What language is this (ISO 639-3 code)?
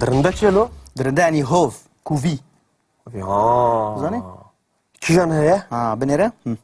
kur